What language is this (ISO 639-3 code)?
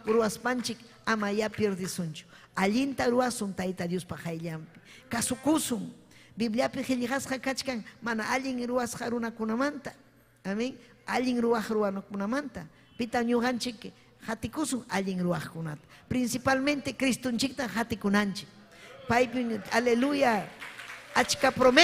quy